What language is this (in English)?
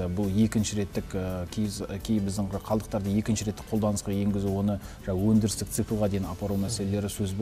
Kazakh